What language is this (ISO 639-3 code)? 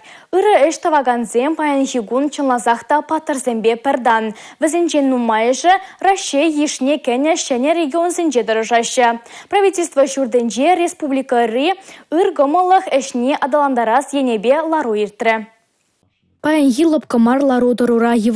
chv